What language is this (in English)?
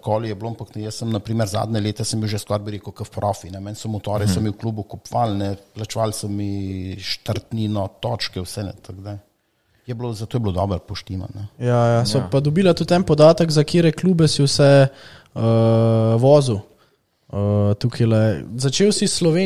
Slovenian